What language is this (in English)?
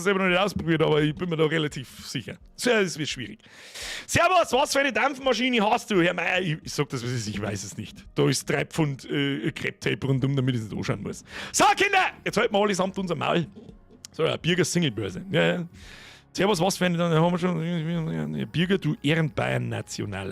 Bavarian